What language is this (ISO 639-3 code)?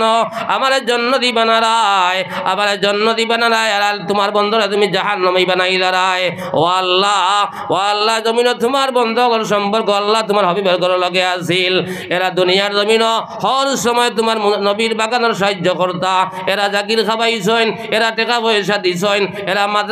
syl